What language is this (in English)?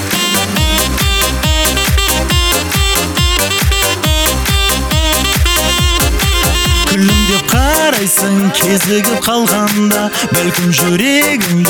Kazakh